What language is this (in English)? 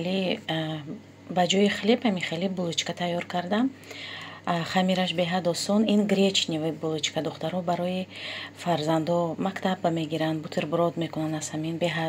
Tajik